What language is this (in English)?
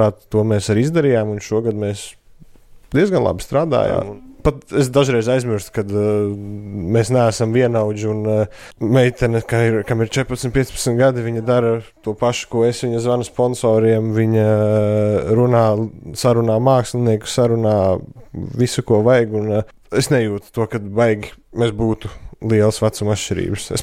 Latvian